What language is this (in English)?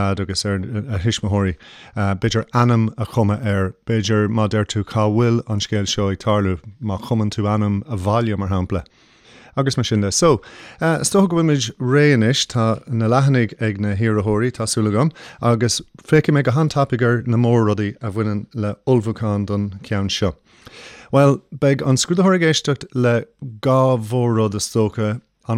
Irish